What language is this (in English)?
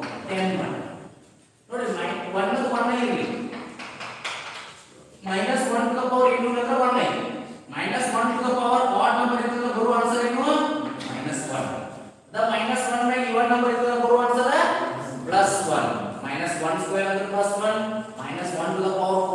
Kannada